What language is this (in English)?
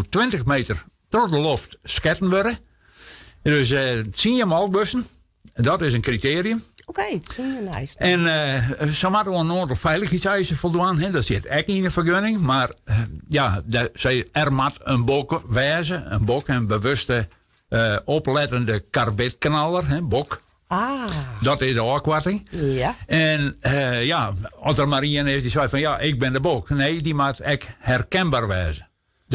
Western Frisian